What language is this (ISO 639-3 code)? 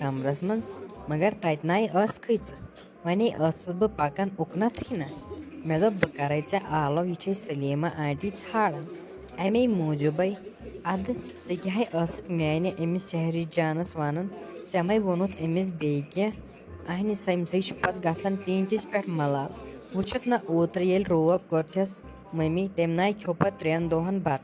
kas